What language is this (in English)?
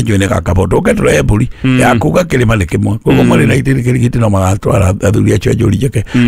Kikuyu